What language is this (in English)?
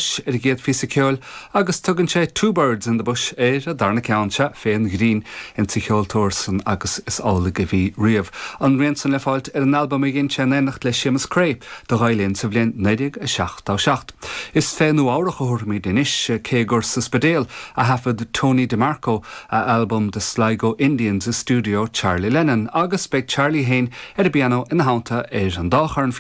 Irish